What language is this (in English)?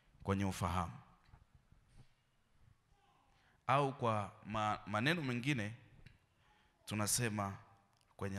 Swahili